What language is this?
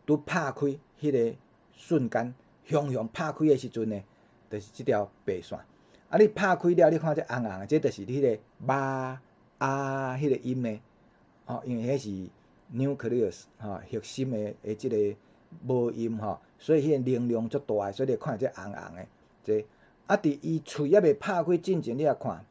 Min Nan Chinese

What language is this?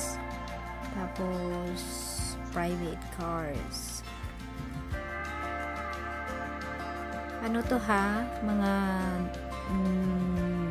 Filipino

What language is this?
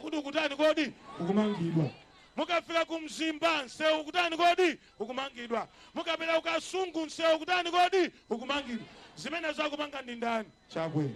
Nyanja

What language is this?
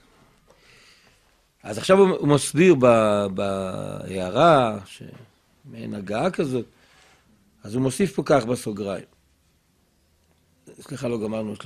Hebrew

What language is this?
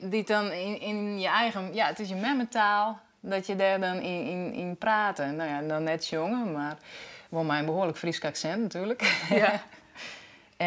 Western Frisian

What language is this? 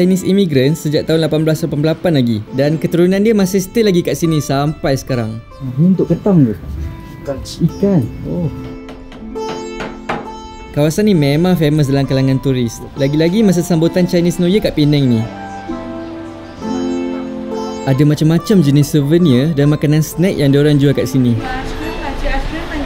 Malay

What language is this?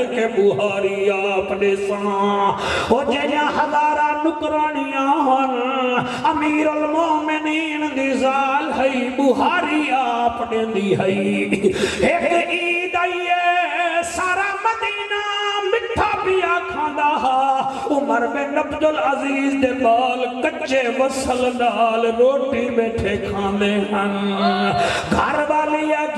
Saraiki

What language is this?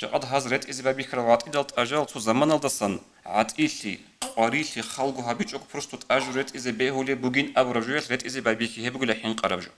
Avaric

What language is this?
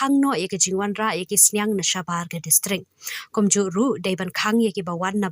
Khasi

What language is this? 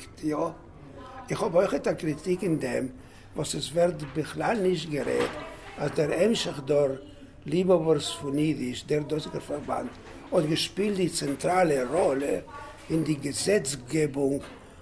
Yiddish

